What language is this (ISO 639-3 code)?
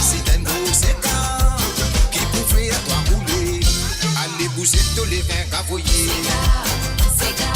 mfe